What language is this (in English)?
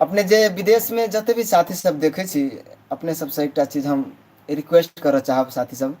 Maithili